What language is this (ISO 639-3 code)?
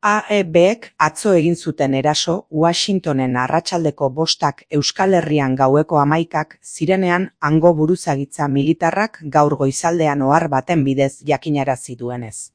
eus